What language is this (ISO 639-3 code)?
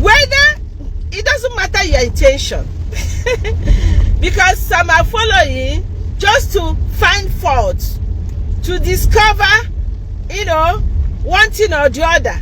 ibo